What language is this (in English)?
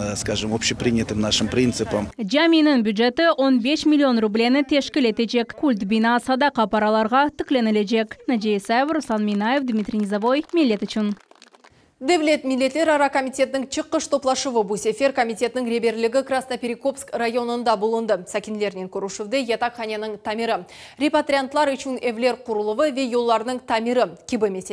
Crimean Tatar